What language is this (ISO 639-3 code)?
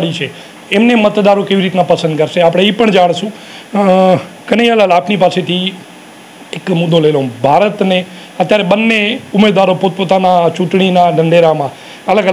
guj